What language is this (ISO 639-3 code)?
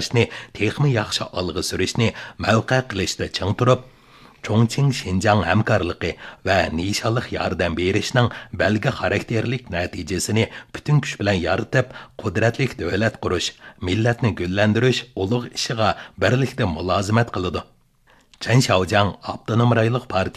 uig